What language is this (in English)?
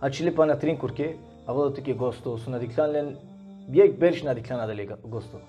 Balkan Romani